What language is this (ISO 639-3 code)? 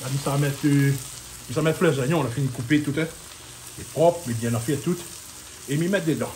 rcf